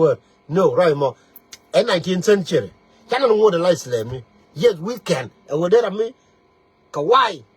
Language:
Nuer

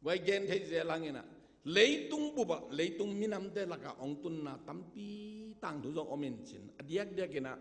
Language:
Tedim Chin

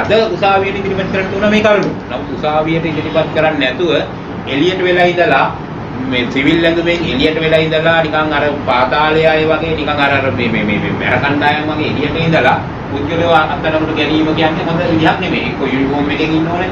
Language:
Sinhala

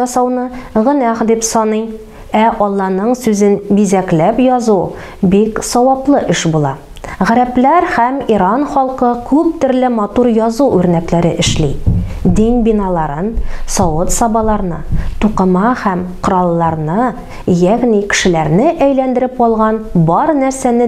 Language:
Tatar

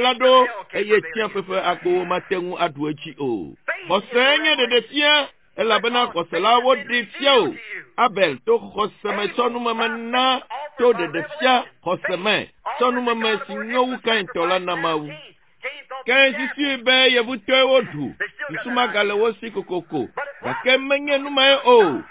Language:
Ewe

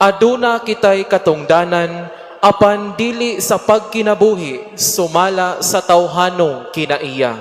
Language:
Cebuano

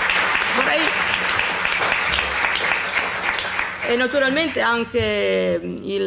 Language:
Italian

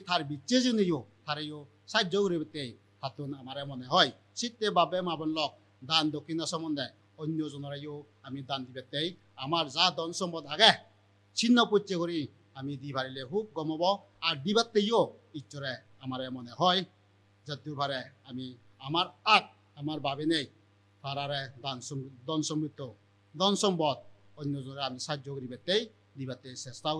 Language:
Chakma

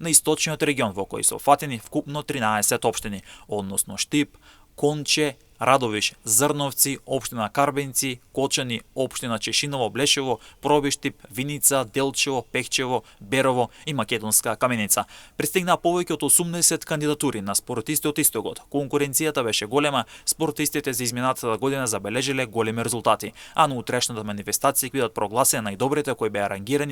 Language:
Macedonian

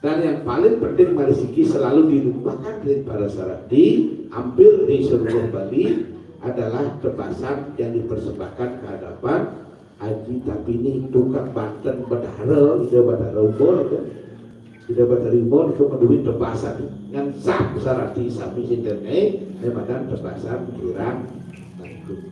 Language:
Balinese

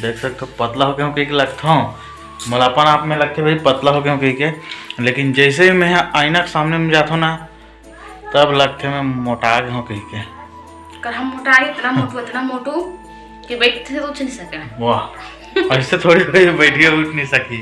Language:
Chhattisgarhi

